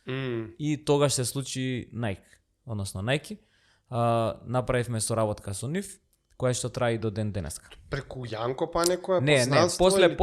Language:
Macedonian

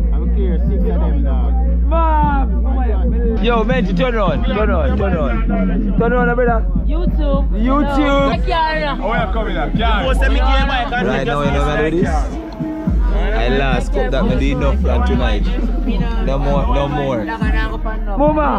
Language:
Jamaican Creole English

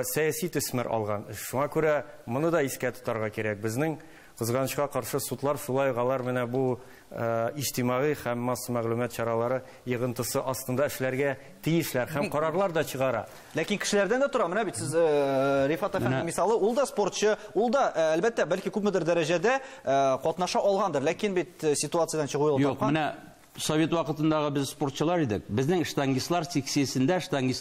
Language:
Tatar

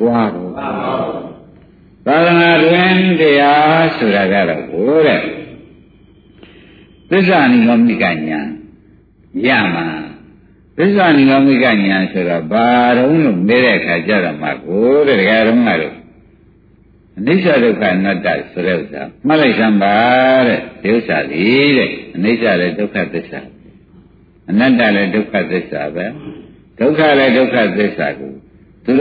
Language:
Burmese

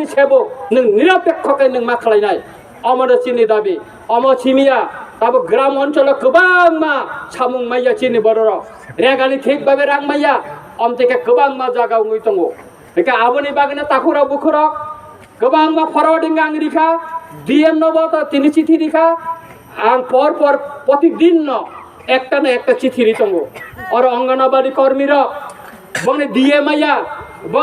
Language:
Kok Borok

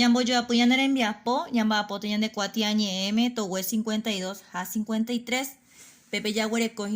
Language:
Guarani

